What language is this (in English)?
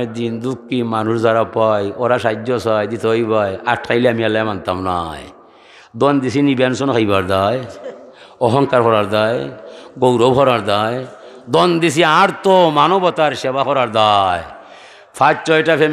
Sylheti